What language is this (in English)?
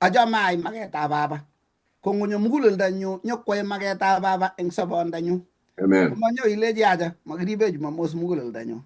Kalenjin